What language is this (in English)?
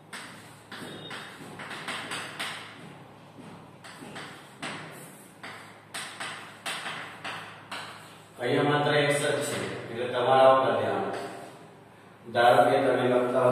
Gujarati